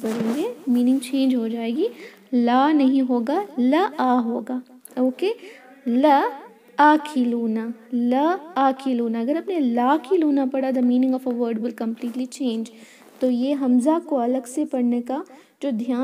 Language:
Urdu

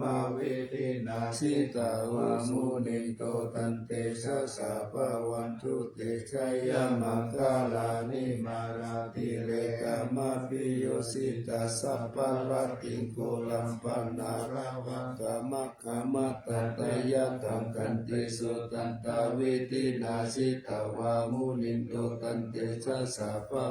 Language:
Pali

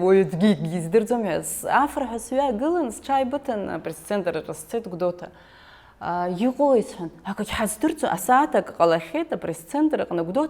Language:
Abkhazian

